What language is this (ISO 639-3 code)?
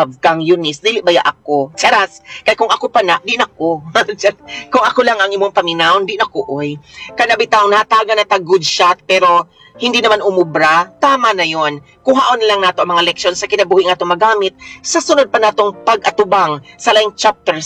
ceb